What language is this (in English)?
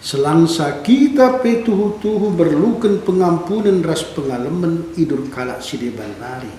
Batak Karo